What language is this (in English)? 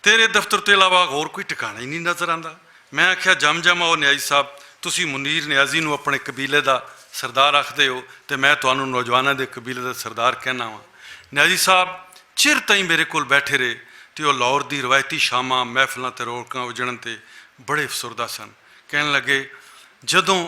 Western Panjabi